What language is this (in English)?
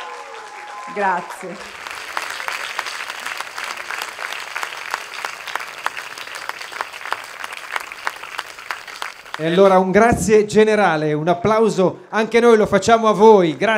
Italian